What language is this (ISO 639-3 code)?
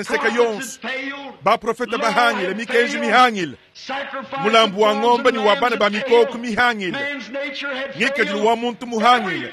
lua